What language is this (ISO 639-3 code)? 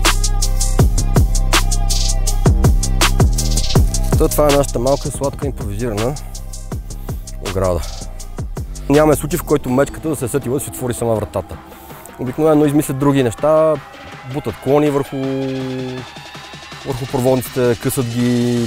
bul